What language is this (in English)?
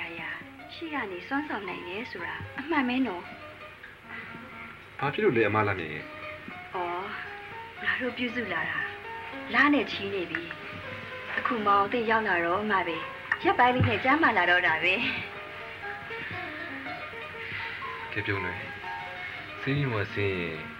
Burmese